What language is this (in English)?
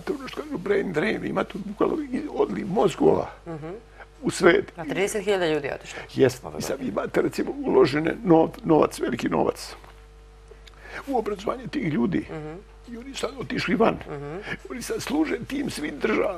Serbian